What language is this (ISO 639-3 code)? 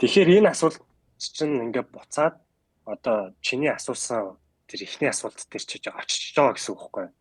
mon